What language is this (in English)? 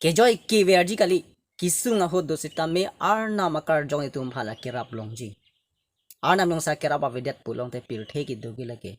Karbi